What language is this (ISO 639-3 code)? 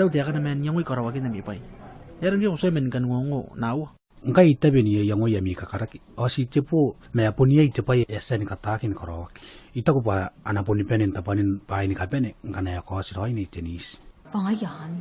gil